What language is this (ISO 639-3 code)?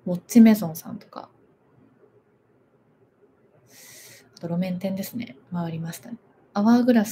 jpn